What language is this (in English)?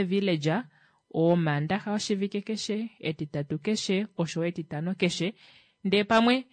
Kuanyama